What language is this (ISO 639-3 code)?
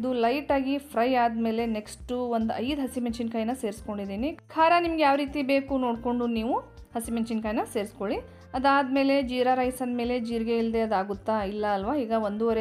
kan